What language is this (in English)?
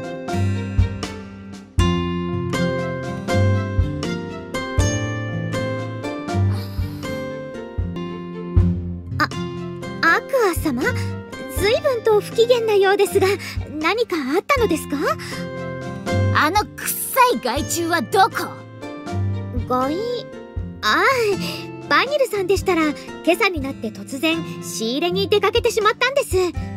Japanese